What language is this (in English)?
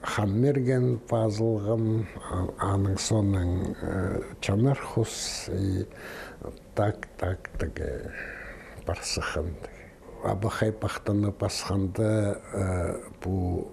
Khakas